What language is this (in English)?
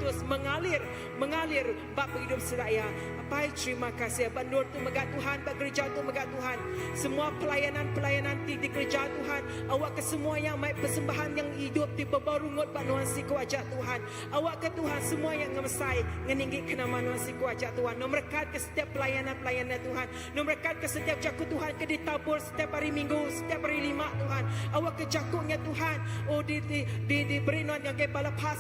Iban